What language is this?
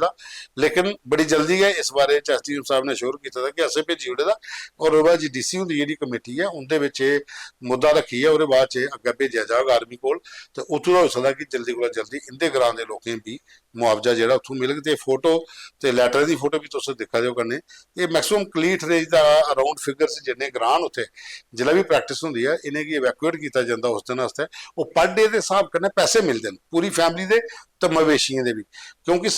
Dogri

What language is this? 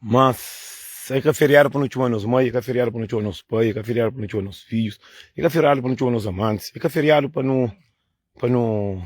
Kabuverdianu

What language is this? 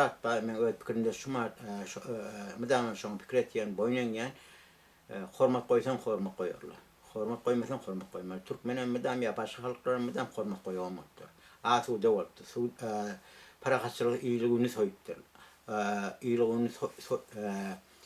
Turkmen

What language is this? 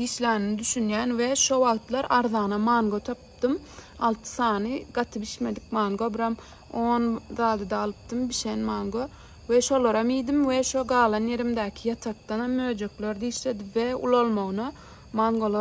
Turkmen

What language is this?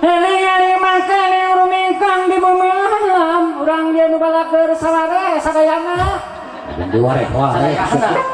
Sundanese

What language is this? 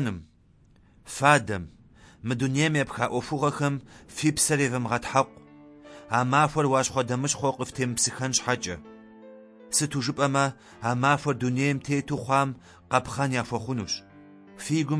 Kabardian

